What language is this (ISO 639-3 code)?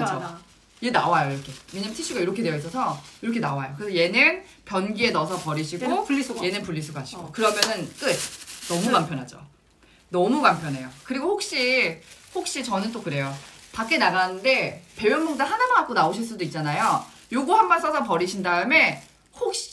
kor